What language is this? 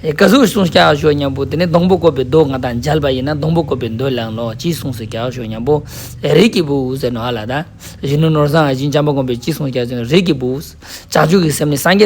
Ladakhi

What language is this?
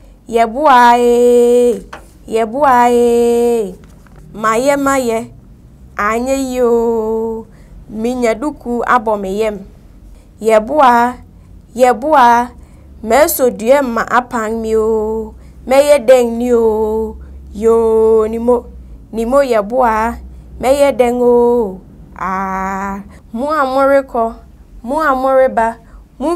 Akan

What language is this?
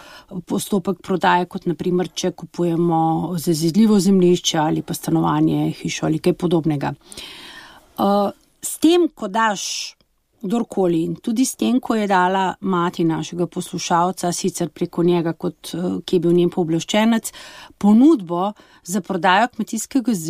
Slovenian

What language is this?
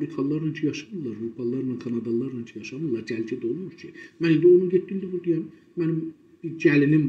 South Azerbaijani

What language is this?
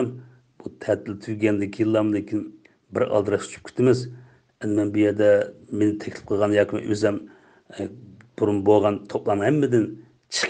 Uyghur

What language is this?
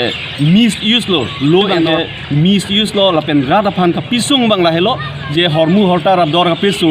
Karbi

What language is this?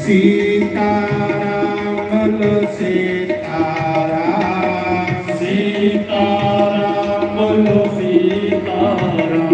Dogri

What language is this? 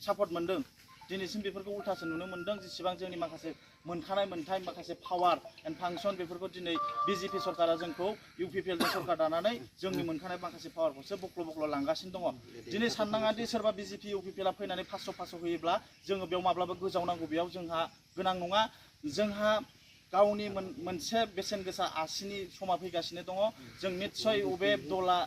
Bodo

